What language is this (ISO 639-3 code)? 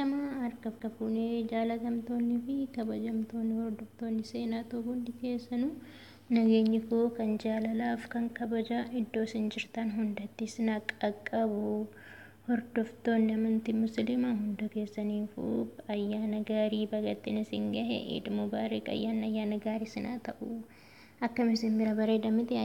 orm